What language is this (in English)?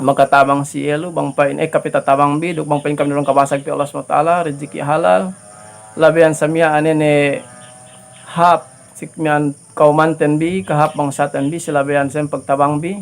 Yakan